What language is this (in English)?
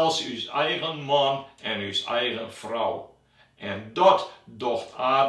Western Frisian